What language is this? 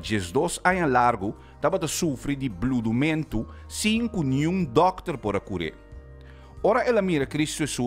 Papiamento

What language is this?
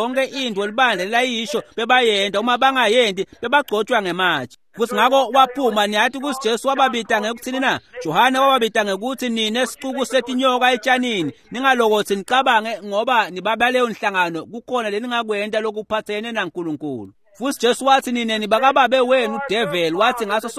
Swati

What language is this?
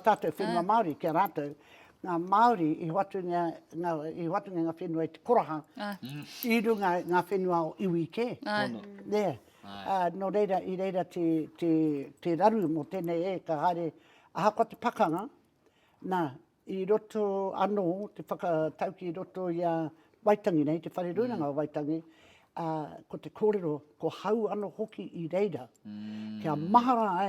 Māori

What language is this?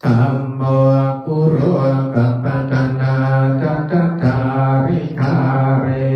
Pali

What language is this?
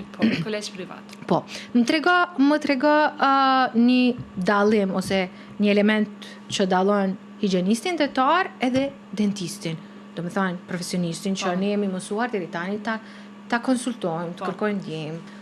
Albanian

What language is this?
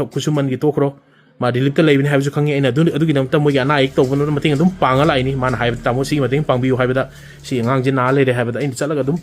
Manipuri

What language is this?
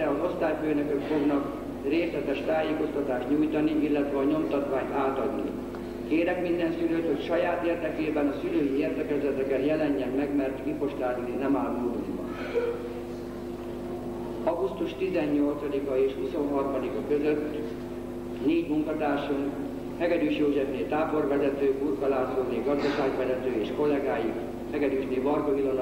Hungarian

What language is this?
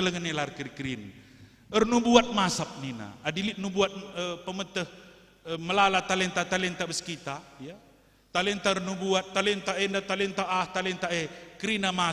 Batak Karo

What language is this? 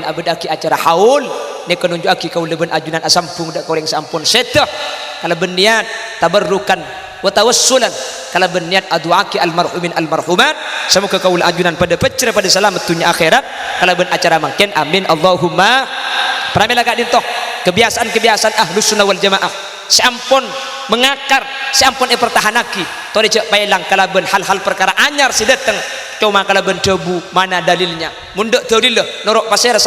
Madurese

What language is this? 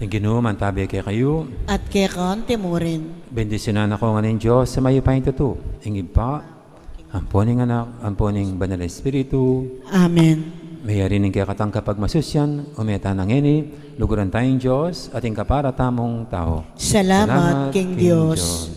Pampanga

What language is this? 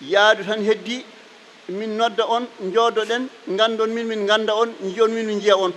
Fula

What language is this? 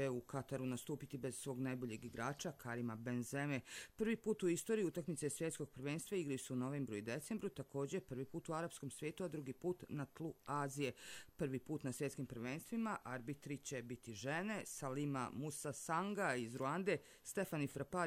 Croatian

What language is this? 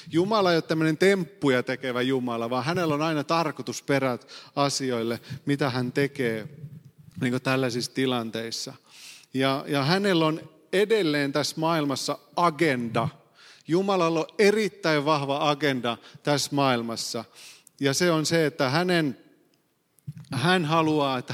Finnish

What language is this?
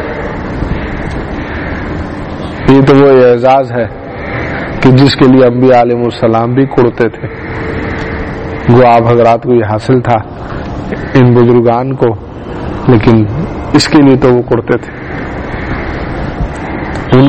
Urdu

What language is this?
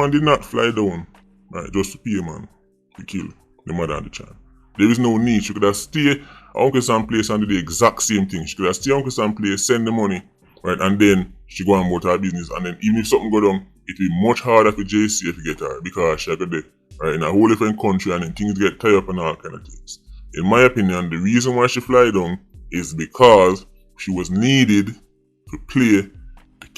Jamaican Creole English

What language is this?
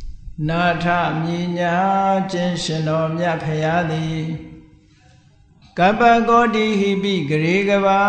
Burmese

